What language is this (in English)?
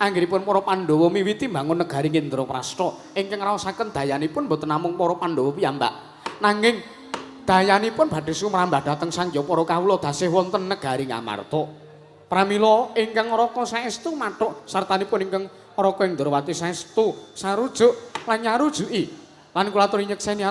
Javanese